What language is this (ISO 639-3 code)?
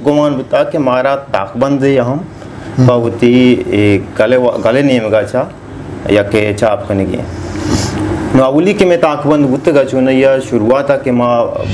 bal